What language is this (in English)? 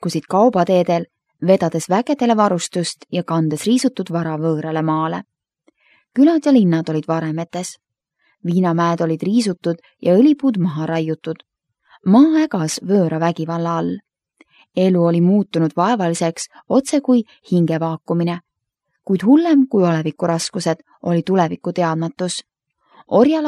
Estonian